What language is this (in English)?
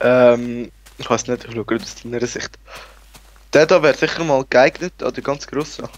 Swiss German